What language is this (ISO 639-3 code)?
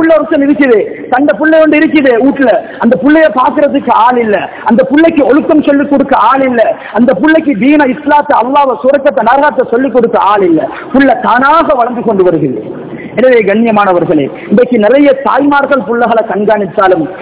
tam